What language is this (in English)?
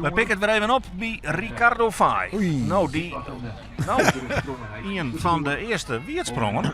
Western Frisian